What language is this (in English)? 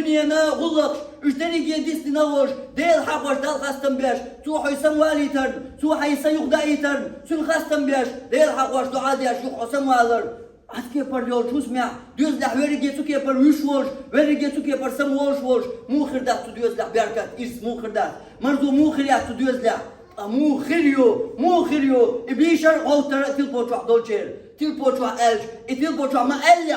Chechen